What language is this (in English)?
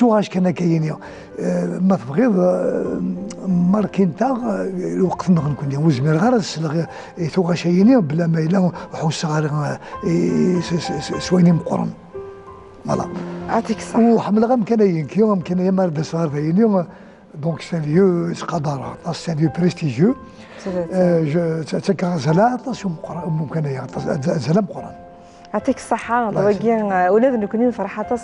Kabyle